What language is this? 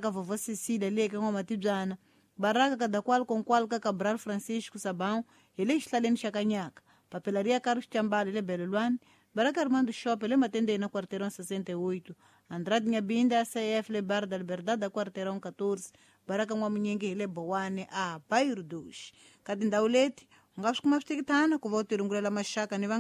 Tsonga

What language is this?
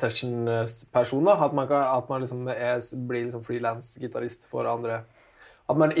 Norwegian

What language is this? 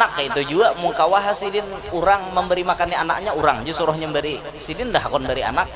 Banjar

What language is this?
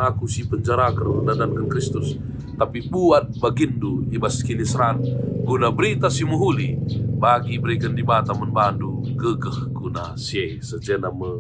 Batak Karo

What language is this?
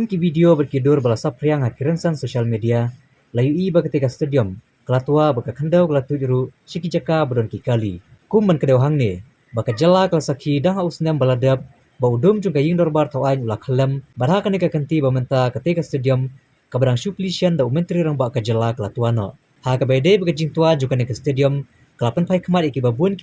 Khasi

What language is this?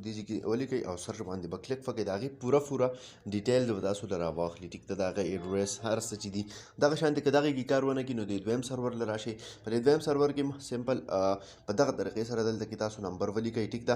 Pashto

